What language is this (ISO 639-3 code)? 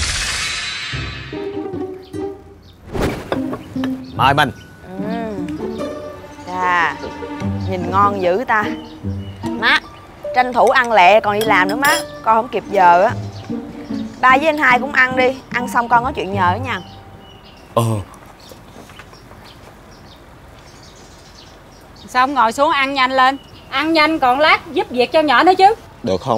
vie